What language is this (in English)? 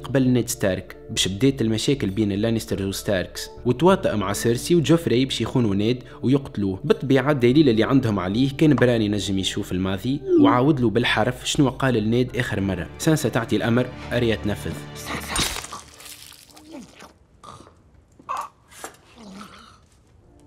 Tunisian Arabic